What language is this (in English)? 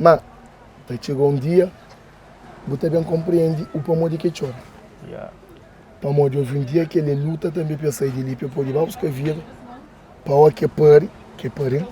Kabuverdianu